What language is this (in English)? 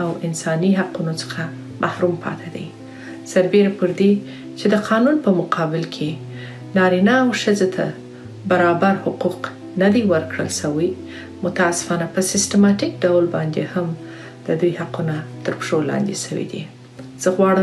Pashto